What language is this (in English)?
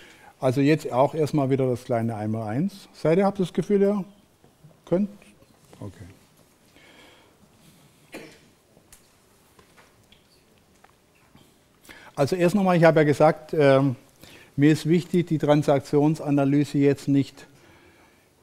German